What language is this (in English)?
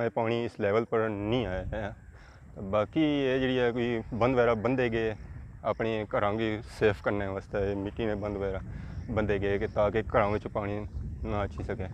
Pahari-Potwari